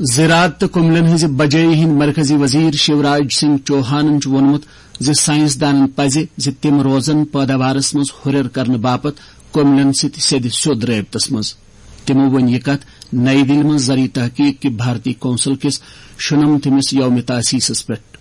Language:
Kashmiri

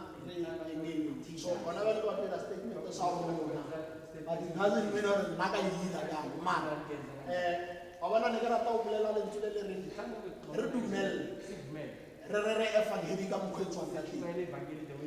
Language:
Tswana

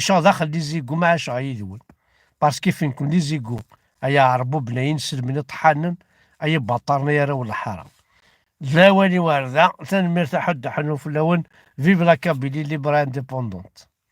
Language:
Kabyle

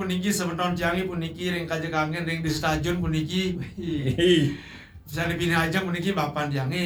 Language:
Balinese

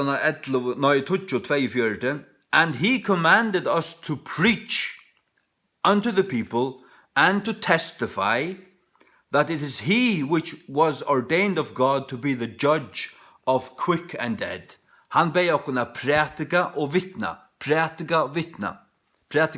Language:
Faroese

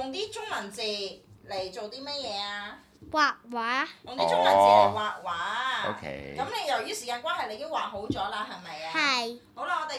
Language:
Cantonese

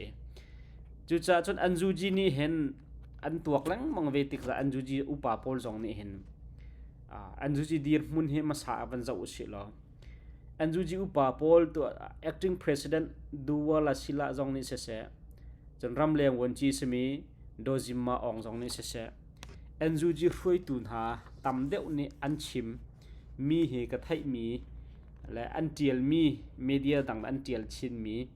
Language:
Hakha Chin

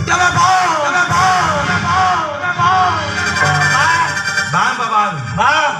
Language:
Santali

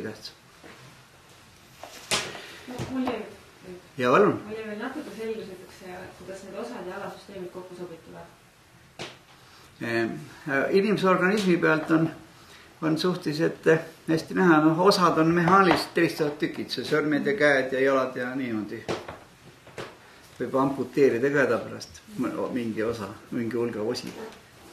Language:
Estonian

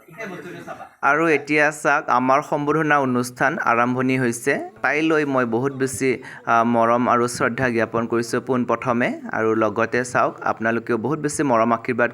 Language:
Assamese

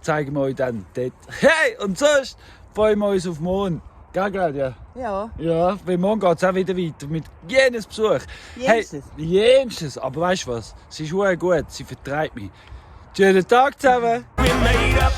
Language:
Swiss German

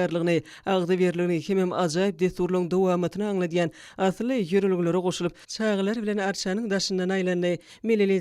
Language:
Turkmen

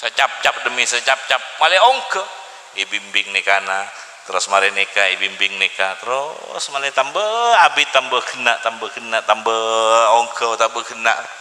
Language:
Madurese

